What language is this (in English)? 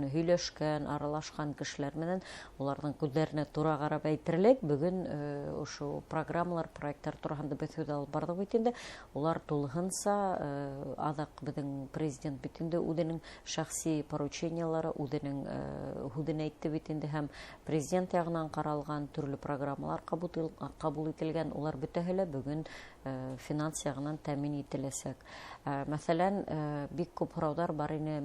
Bashkir